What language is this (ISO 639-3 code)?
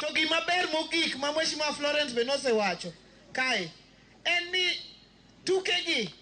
luo